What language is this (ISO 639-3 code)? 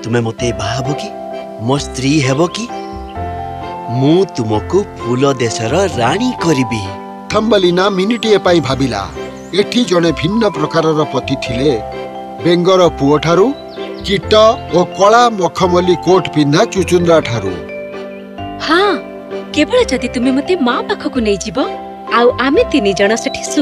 ori